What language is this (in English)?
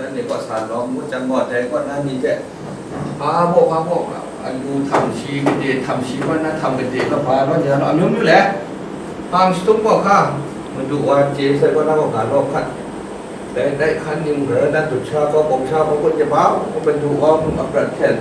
Kachin